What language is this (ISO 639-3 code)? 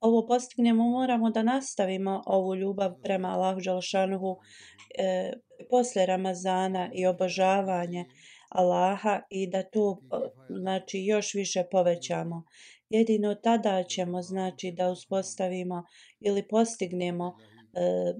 bos